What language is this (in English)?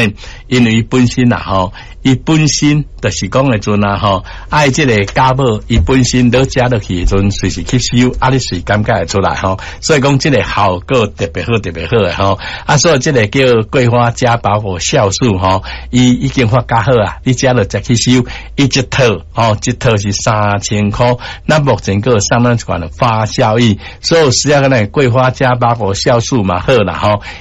Min Nan Chinese